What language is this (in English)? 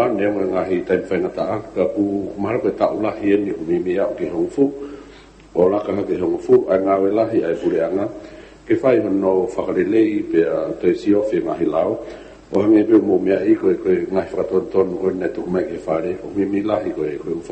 Tongan